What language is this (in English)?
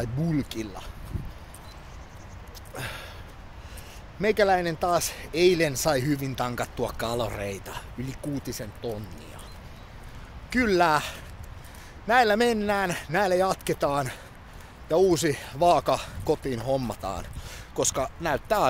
Finnish